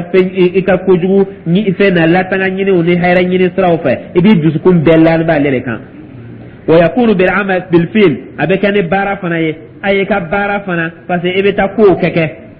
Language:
Dyula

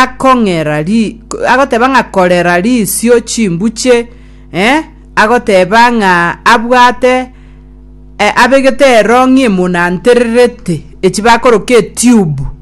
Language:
Gusii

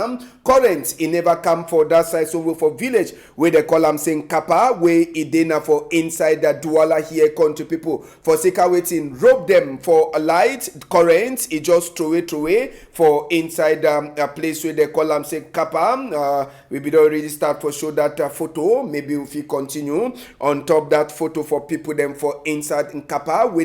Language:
Cameroon Pidgin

